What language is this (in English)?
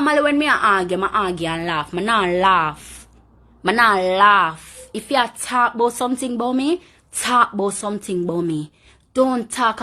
Jamaican Creole English